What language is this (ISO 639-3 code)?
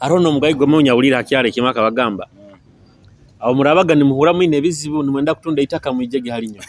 nyo